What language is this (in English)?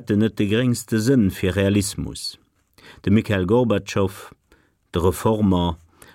Luxembourgish